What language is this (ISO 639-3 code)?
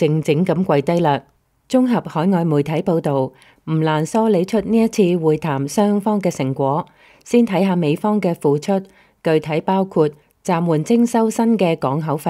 yue